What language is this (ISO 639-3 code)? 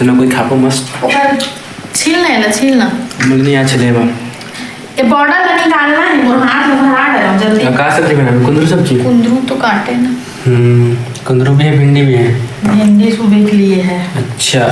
hne